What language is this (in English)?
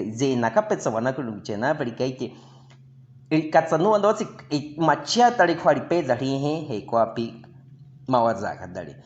Baniwa